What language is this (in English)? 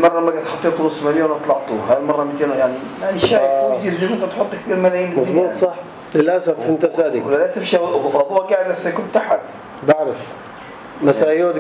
North Levantine Arabic